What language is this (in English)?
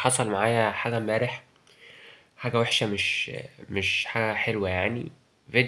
Egyptian Arabic